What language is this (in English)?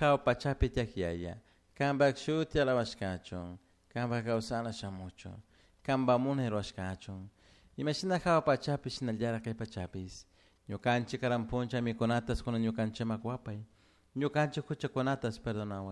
Chimborazo Highland Quichua